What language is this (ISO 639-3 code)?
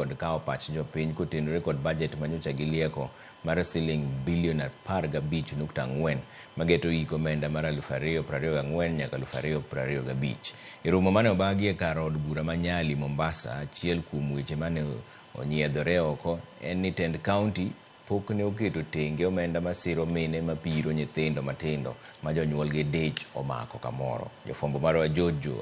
luo